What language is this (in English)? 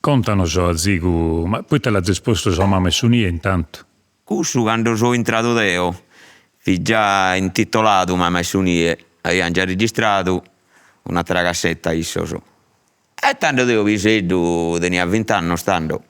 Sardinian